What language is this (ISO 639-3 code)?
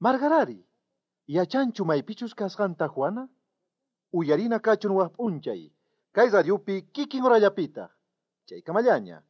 quh